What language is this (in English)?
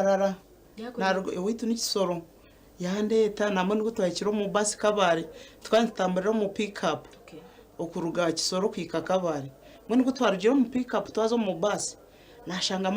Nyankole